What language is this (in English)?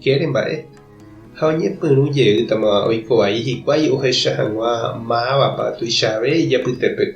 Guarani